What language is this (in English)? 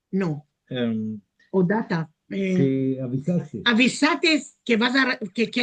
Ladino